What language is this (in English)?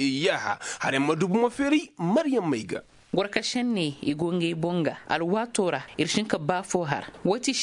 Koyraboro Senni